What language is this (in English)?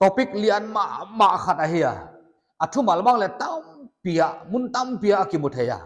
Paite Chin